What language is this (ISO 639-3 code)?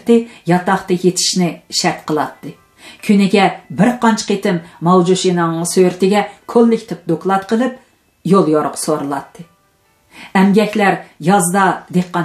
uig